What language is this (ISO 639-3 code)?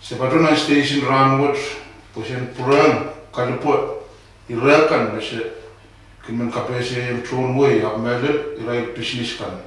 pon